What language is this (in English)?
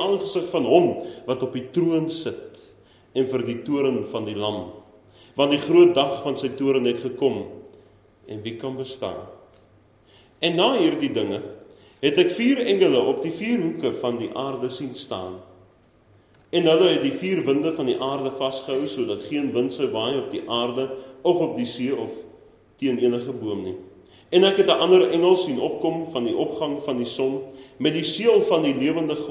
Afrikaans